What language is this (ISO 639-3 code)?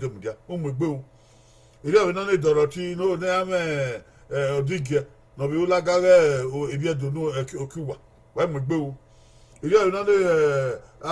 bin